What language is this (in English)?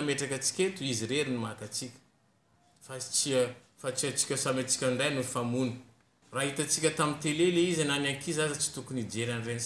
Malagasy